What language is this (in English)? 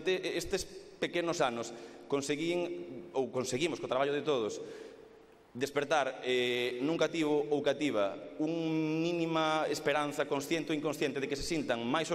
Galician